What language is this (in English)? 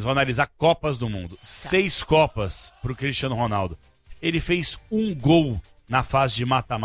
Portuguese